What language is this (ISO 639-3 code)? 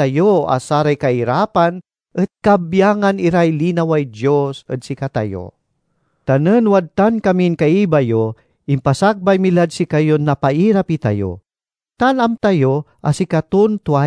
pag